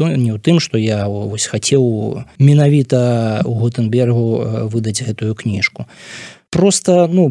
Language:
Belarusian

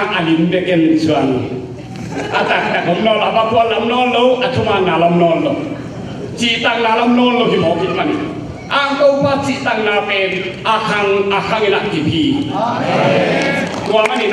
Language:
Tedim Chin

